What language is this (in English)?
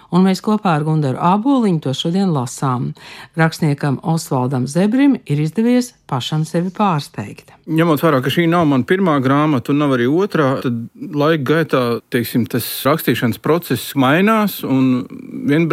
Latvian